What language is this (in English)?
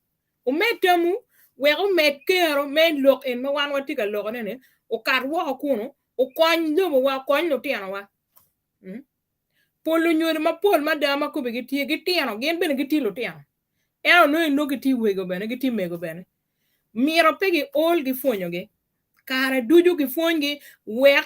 Acoli